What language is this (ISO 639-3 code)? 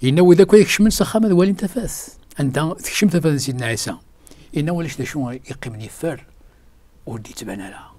kab